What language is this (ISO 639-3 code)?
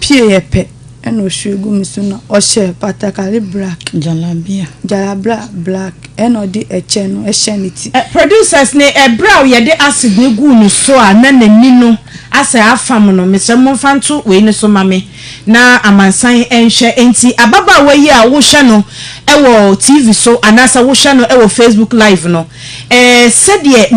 aka